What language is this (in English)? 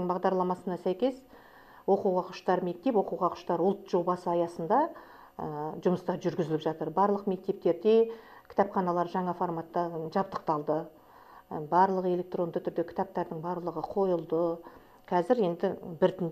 Kazakh